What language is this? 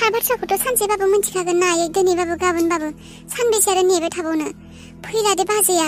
Bodo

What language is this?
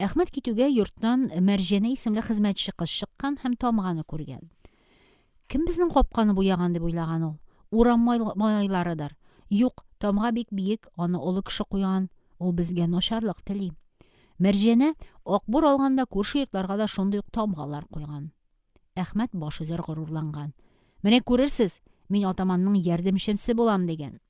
Tatar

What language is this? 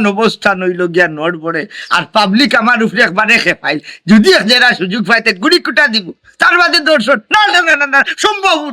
Sylheti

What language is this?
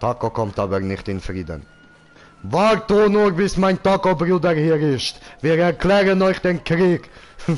Swiss German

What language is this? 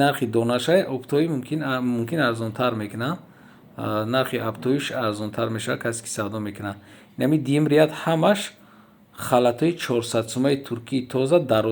Tajik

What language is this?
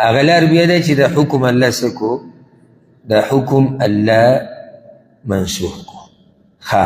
Pashto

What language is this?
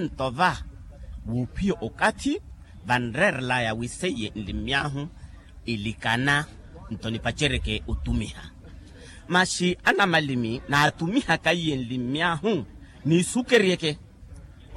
Makhuwa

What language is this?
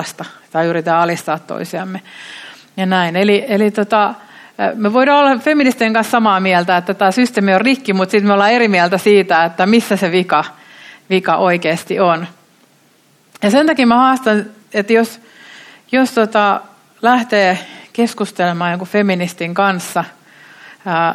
Finnish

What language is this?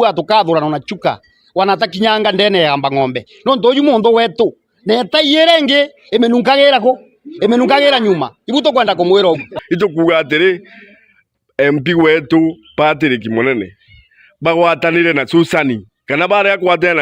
Meru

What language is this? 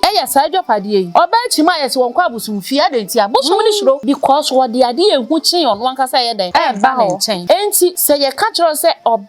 Akan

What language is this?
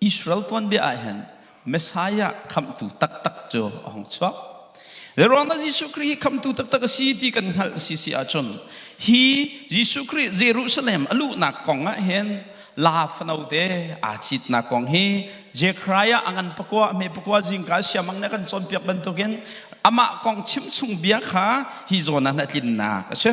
Hakha Chin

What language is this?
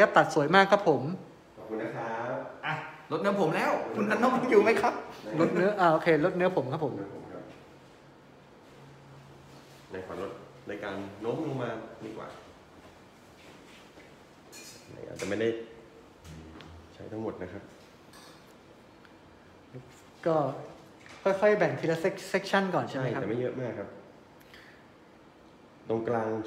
Thai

